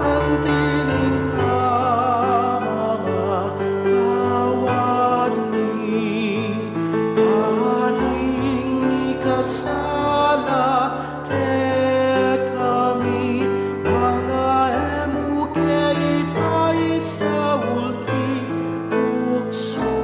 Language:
Pampanga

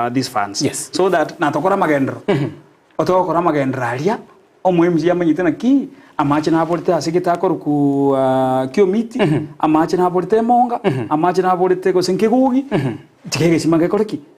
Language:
Gusii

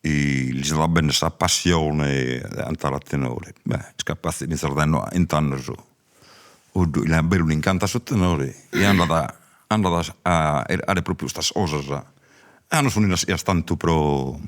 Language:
Sardinian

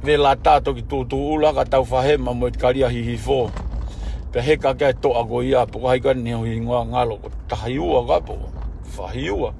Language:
Tongan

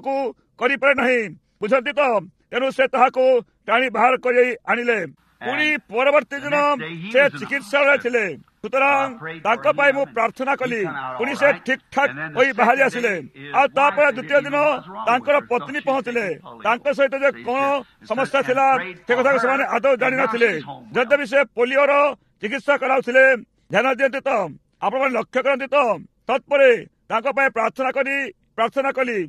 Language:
Odia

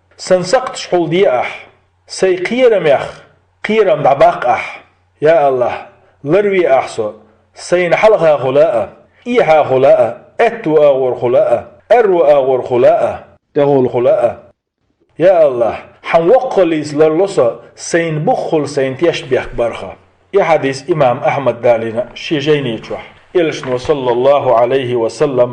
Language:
Chechen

